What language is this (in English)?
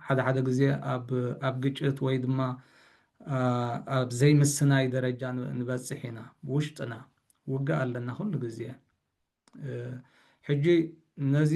Tigrinya